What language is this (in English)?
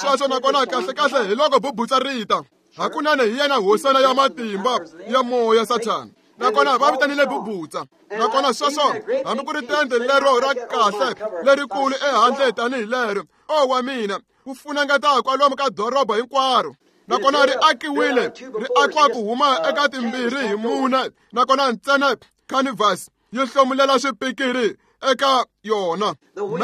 Tsonga